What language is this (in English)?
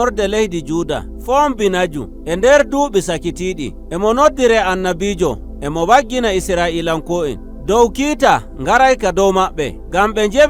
Nigerian Fulfulde